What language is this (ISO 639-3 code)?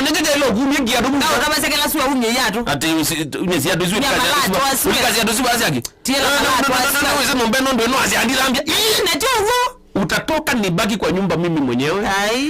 kam